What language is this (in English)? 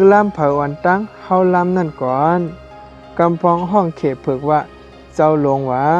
Shan